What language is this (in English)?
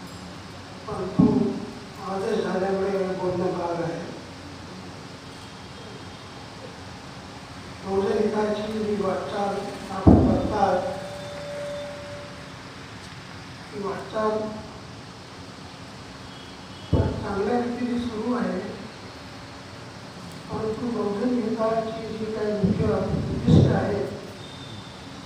Marathi